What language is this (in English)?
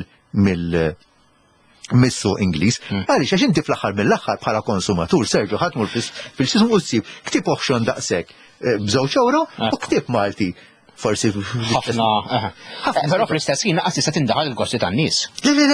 Maltese